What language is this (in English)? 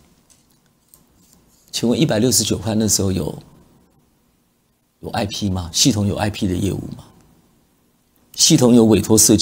Chinese